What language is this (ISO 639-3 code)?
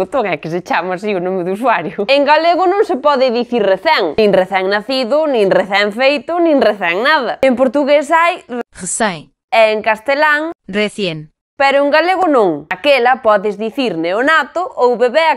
glg